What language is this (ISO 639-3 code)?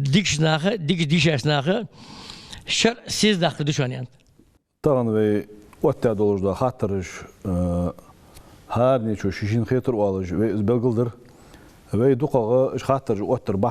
inh